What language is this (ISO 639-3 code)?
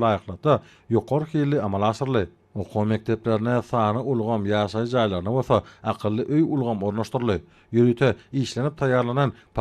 tuk